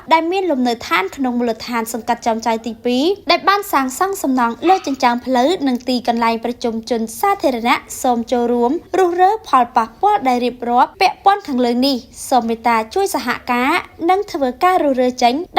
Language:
Khmer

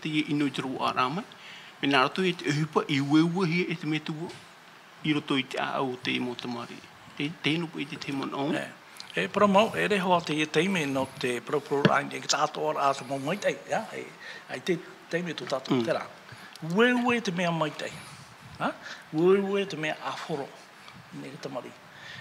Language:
Tahitian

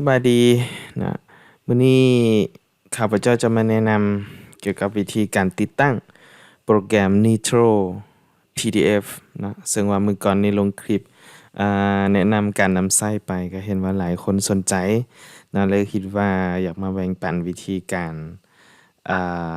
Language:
Lao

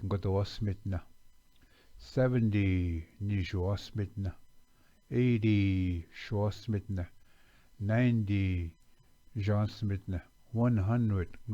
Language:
Chippewa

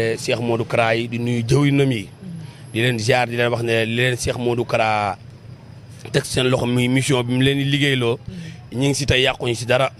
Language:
Wolof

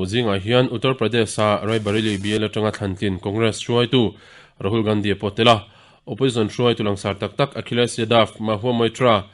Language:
Mizo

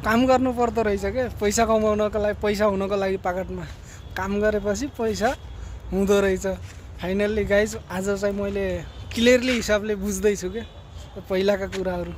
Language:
Nepali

